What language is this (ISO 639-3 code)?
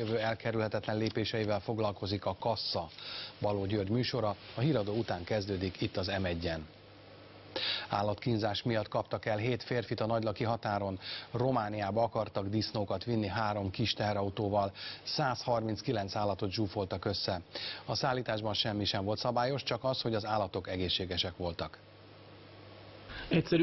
hun